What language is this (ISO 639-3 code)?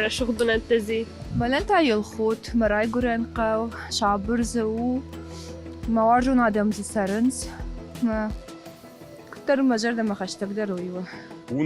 oss